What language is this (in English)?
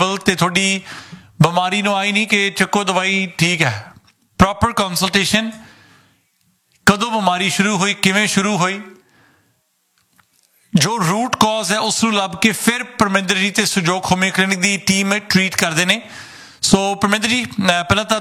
Punjabi